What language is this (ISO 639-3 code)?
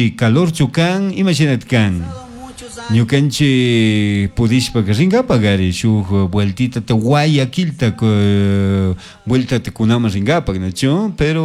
qug